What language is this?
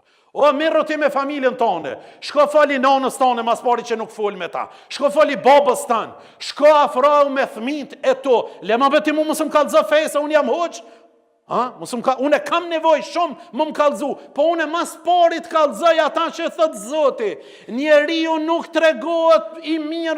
Albanian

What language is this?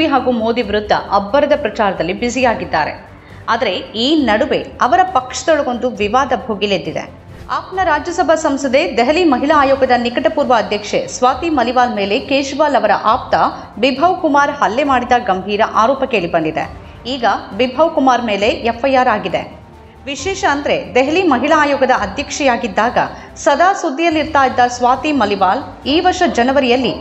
Kannada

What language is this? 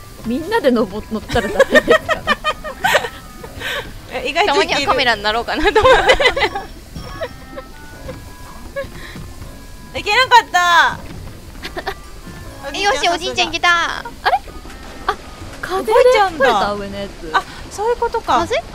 Japanese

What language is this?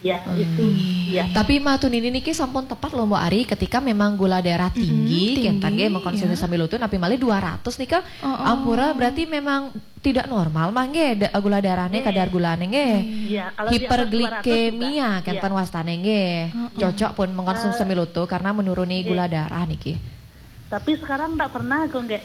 Balinese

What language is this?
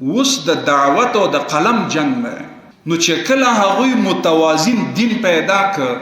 Pashto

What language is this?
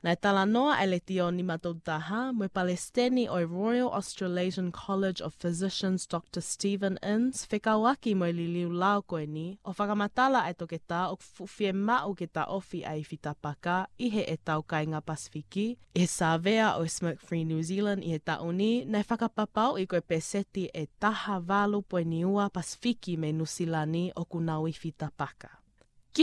Tongan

